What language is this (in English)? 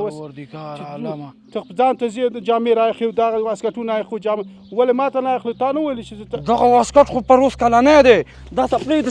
Pashto